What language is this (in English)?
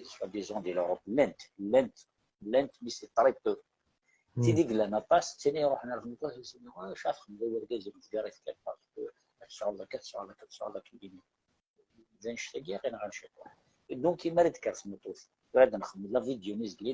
Kabyle